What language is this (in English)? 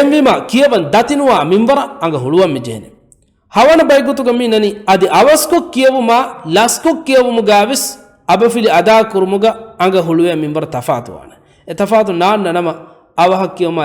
Divehi